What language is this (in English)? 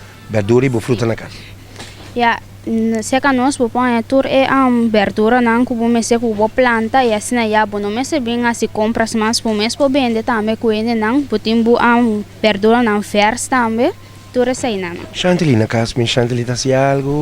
Papiamento